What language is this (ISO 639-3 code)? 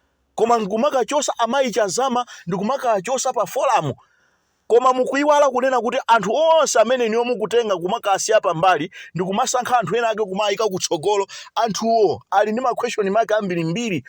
nya